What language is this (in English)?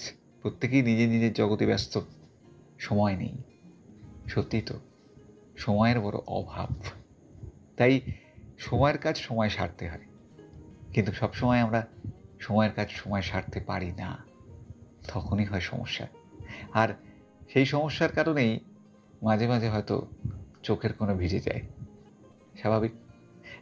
Bangla